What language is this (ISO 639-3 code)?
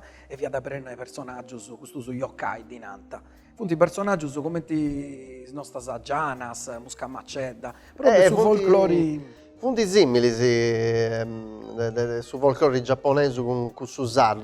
srd